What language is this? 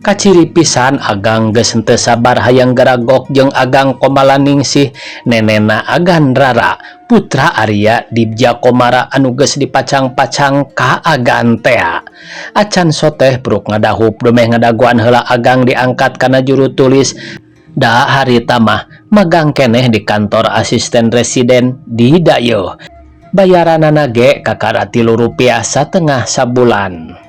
Sundanese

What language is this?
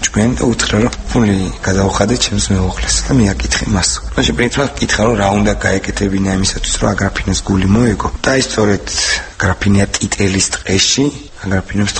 Georgian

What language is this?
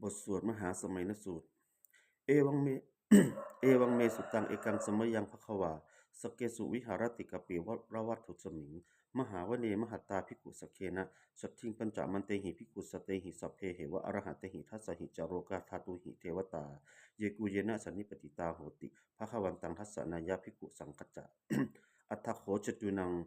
Pali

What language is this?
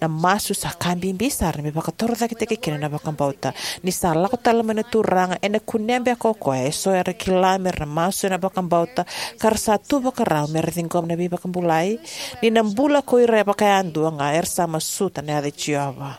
Fijian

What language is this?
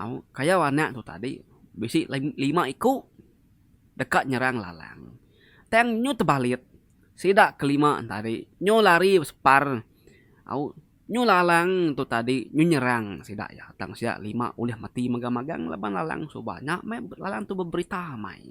Iban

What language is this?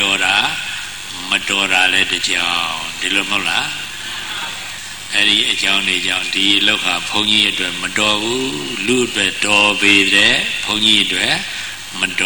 Burmese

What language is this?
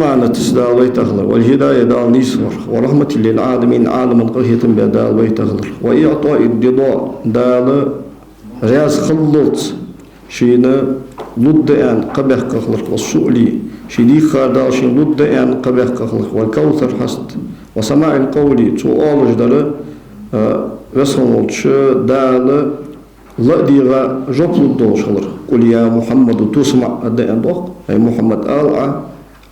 Ingush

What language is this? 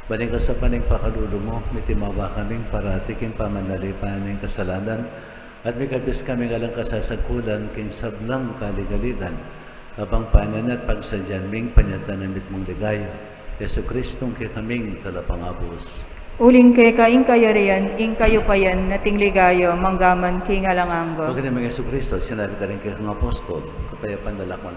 Pampanga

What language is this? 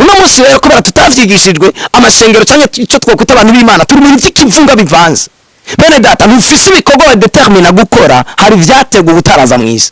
Rundi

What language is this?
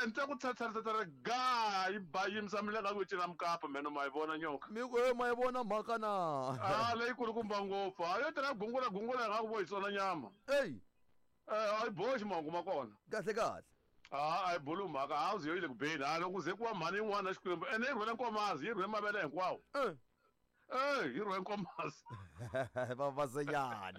Tsonga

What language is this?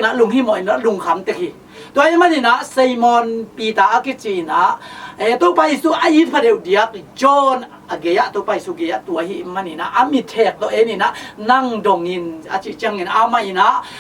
Tedim Chin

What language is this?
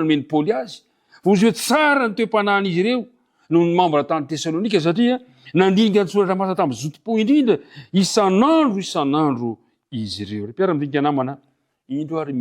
Malagasy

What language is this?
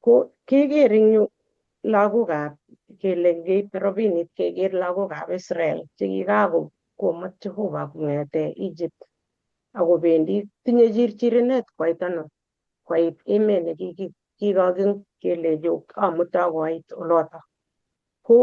Kalenjin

